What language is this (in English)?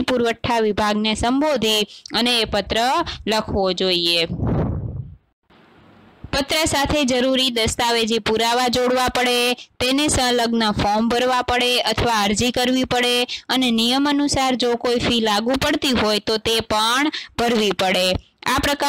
Gujarati